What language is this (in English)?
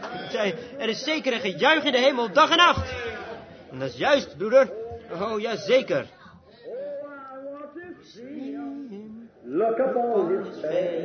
Dutch